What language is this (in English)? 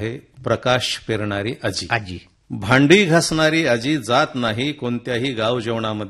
Marathi